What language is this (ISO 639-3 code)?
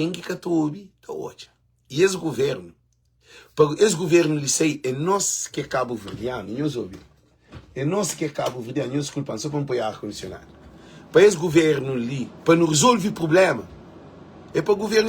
kea